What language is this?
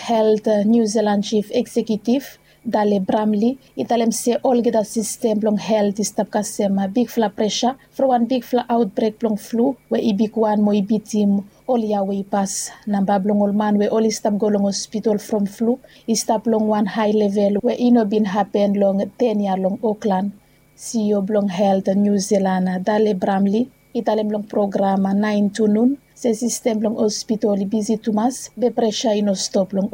Bislama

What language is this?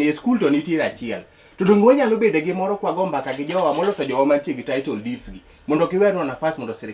Luo (Kenya and Tanzania)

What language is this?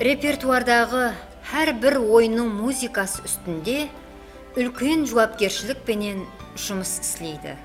Kara-Kalpak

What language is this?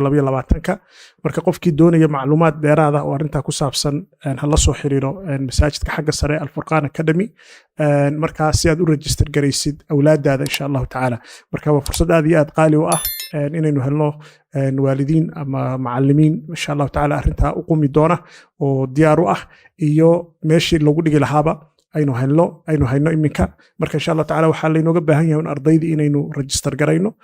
Somali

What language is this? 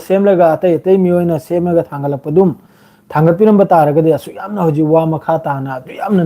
Manipuri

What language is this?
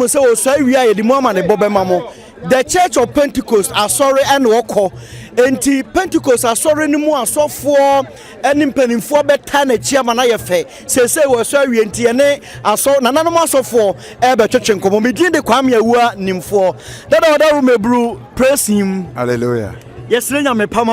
Akan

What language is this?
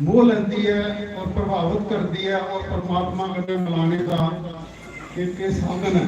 Dogri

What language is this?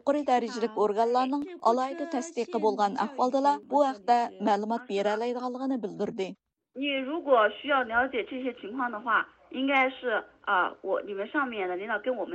Uyghur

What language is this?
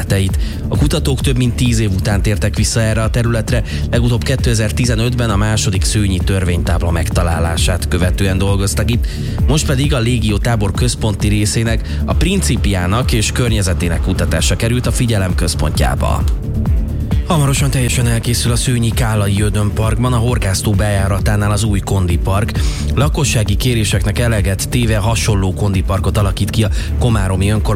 Hungarian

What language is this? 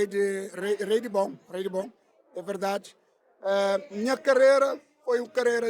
Kabuverdianu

